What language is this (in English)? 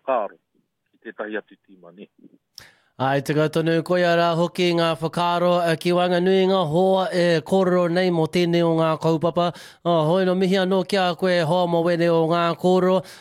Māori